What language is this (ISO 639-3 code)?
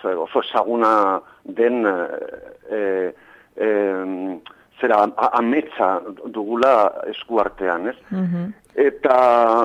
eus